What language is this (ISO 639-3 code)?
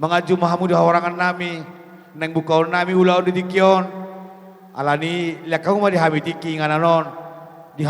bbc